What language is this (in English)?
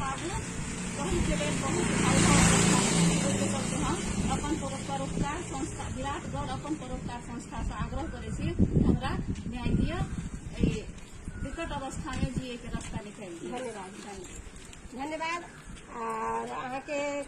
Maithili